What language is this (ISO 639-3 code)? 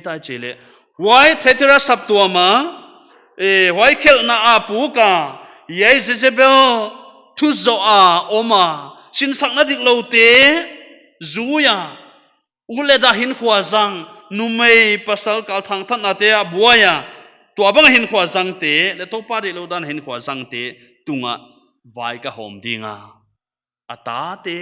pck